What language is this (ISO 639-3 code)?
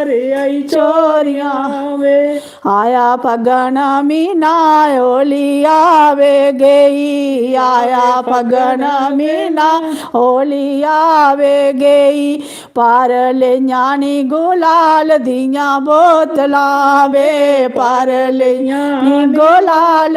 doi